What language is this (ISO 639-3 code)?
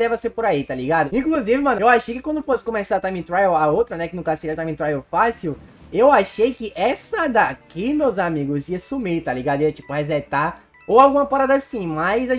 por